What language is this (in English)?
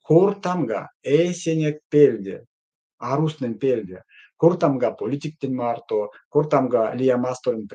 Erzya